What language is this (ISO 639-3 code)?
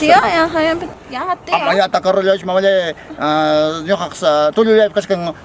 quy